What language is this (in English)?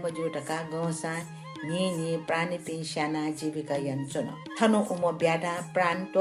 Newari